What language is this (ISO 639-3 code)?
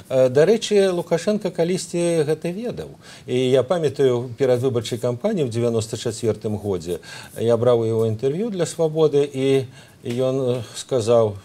bel